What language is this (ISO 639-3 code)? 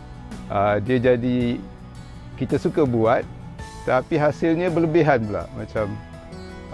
msa